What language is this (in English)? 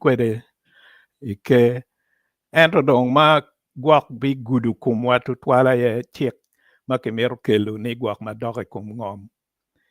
Acoli